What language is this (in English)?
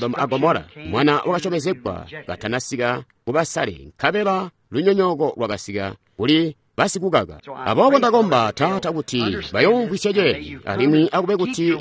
Tonga (Zambia)